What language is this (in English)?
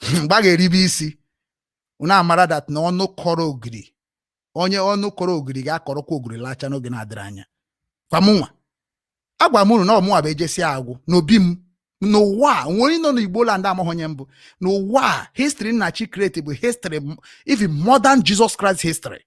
Igbo